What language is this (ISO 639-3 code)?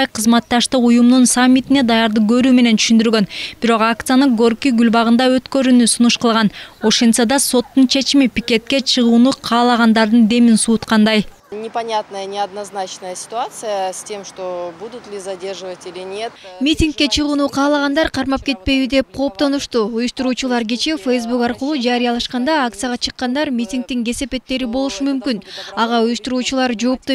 kir